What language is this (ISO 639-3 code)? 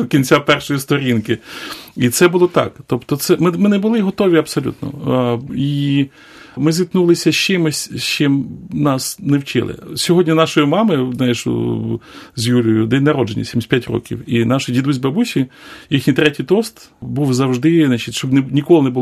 ukr